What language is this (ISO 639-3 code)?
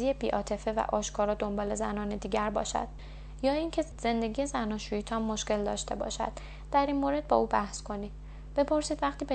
fas